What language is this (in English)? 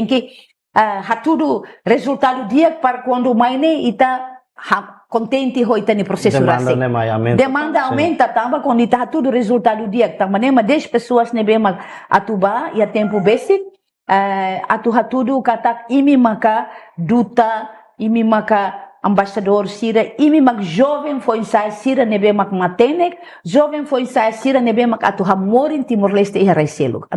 Tetum